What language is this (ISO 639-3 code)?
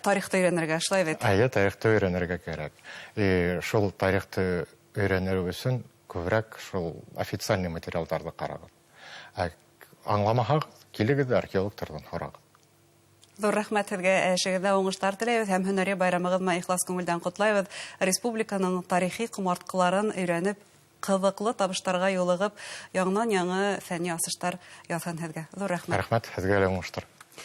bak